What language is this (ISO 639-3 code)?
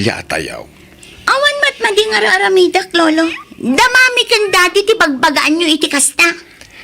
ilo